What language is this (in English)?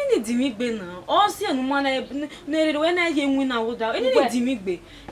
Bini